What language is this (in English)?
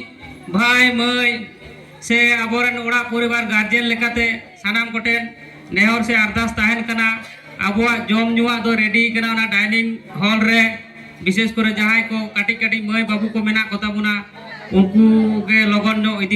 Santali